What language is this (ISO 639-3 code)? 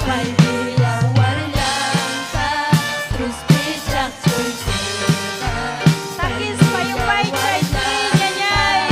quy